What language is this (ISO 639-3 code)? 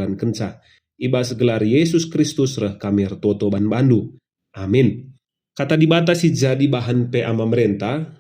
btx